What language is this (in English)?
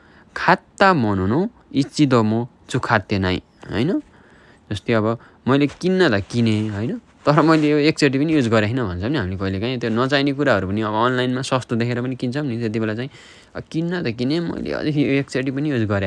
Nepali